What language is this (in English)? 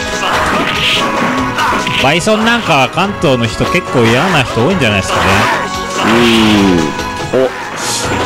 Japanese